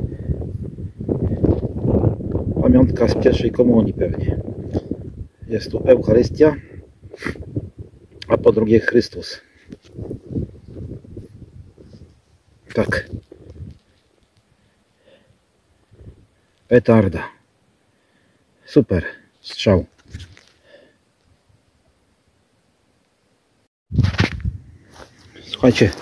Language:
Polish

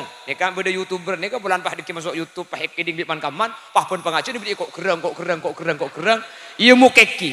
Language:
Madurese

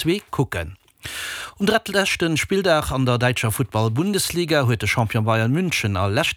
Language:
Luxembourgish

